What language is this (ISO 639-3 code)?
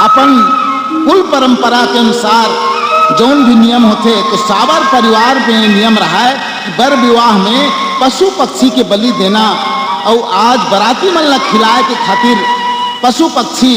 hne